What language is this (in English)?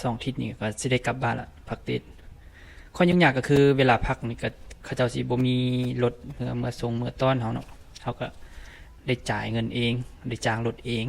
Lao